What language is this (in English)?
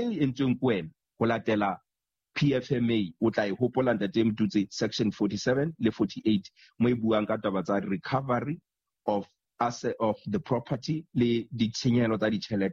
Southern Sotho